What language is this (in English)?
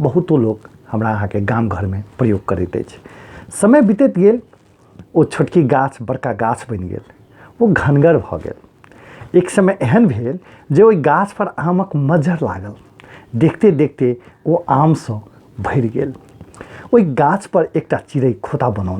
Maithili